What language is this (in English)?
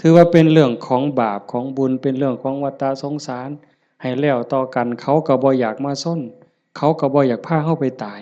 Northeastern Thai